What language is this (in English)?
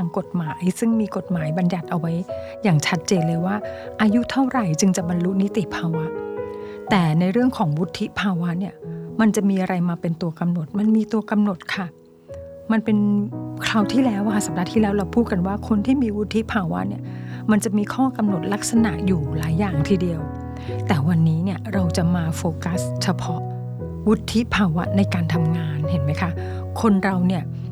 Thai